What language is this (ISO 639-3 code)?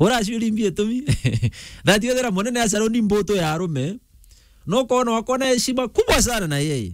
mer